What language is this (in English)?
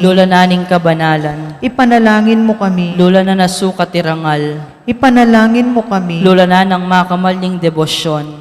Pampanga